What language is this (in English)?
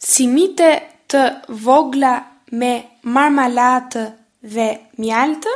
Albanian